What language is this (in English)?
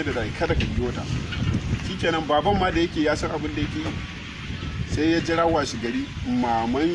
Hausa